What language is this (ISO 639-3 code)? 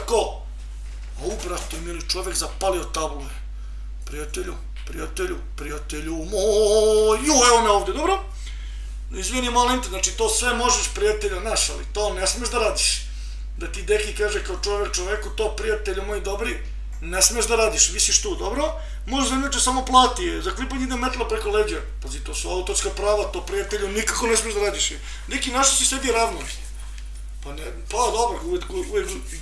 srp